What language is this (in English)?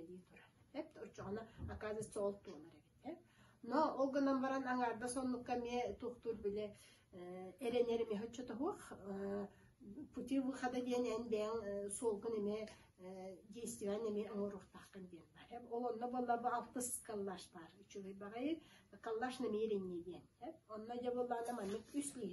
Yakut